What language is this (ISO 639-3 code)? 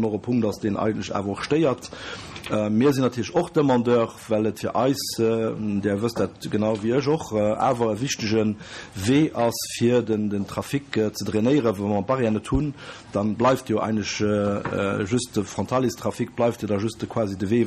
ltz